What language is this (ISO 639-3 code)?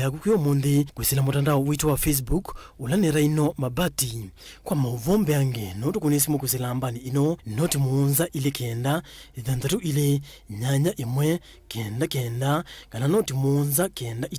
kam